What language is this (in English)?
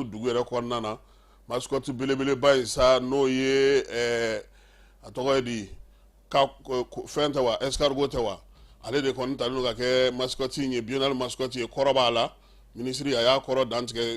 Bambara